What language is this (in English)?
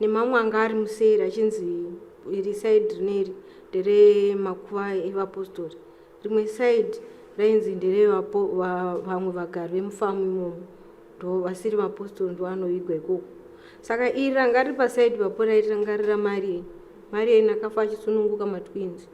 Shona